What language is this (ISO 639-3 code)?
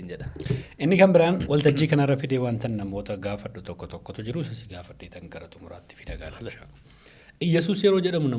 orm